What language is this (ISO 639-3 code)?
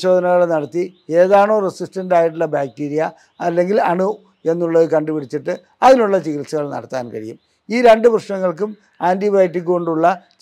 mal